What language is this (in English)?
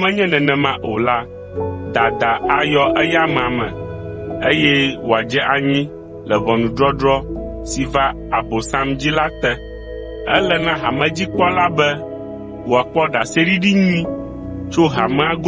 Ewe